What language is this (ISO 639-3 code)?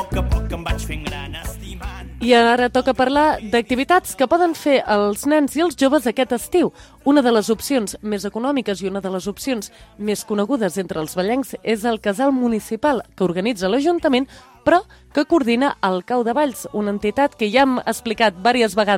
cat